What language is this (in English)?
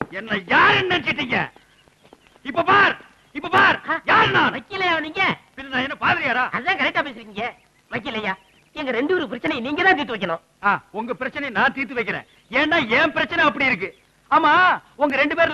Tamil